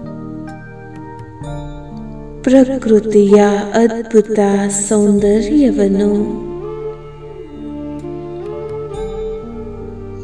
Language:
Kannada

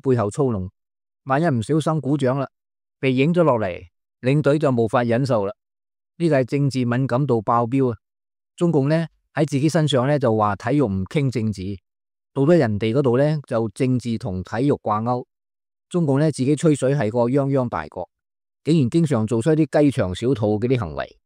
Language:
Cantonese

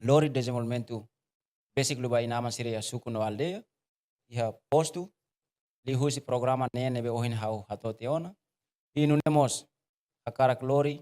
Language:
Tetum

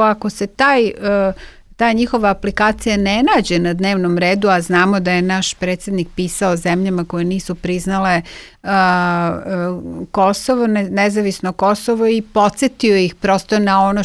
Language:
Serbian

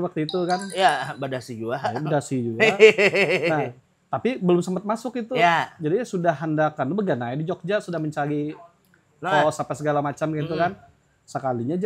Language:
Banjar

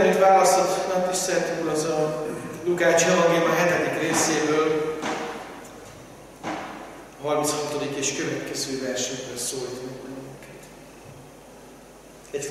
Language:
Hungarian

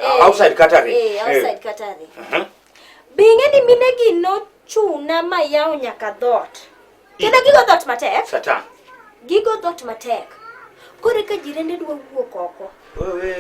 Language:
Luo (Kenya and Tanzania)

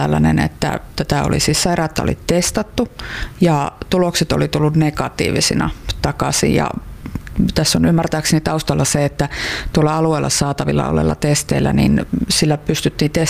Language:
Finnish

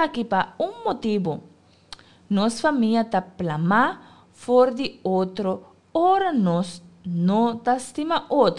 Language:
Papiamento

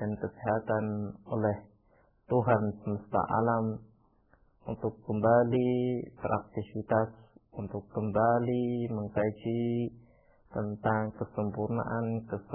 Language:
Indonesian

